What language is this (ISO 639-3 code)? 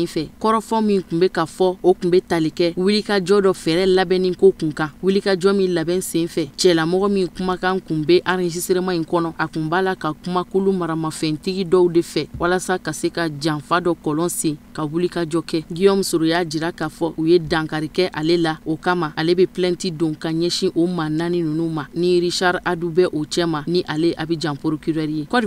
bam